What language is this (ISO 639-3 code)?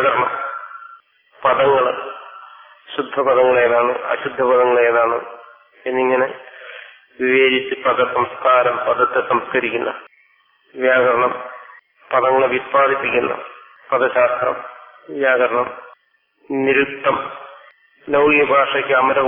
mal